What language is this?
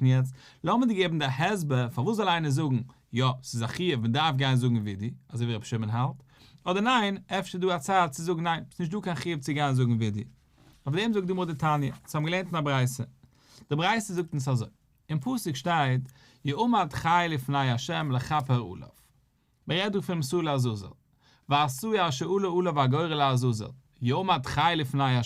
Yiddish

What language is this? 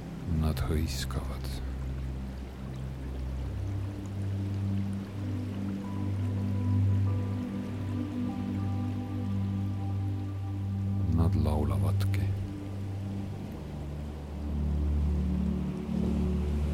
Estonian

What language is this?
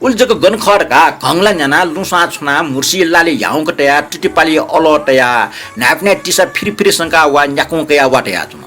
Newari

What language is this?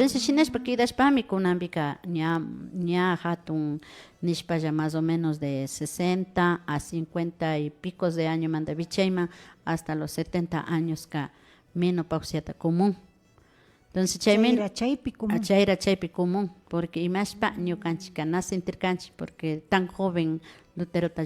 Imbabura Highland Quichua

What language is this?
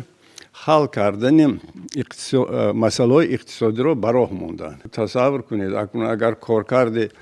Tajik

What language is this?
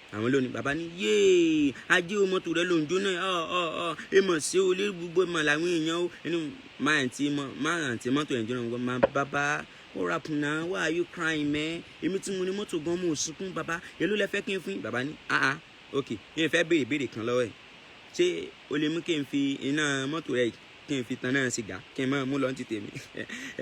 Yoruba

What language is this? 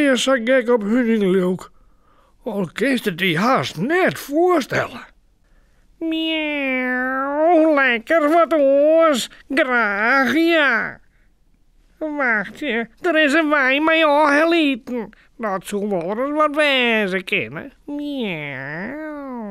Western Frisian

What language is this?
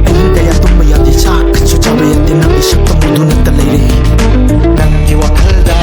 Manipuri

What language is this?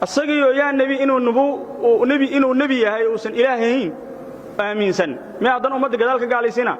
Somali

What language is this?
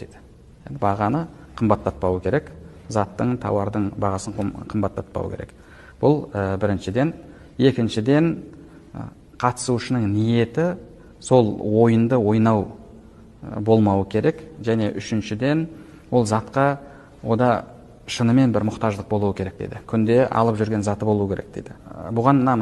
Kazakh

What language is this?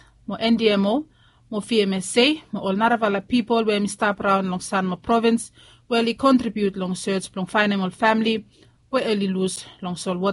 Bislama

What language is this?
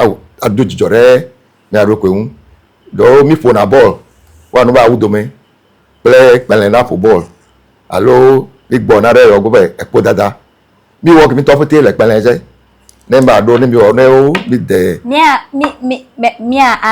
Ewe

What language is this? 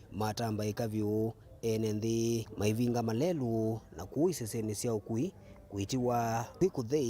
Kamba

